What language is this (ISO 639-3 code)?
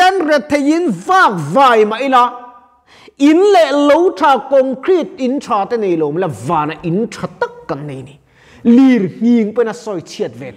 lus